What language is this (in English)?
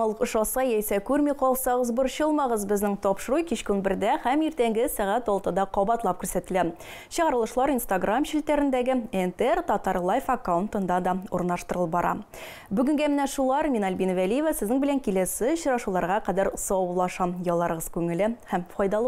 Tatar